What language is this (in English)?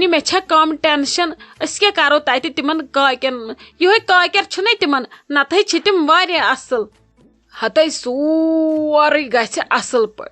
Kashmiri